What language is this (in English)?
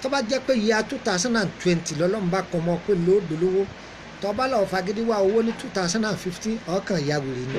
Yoruba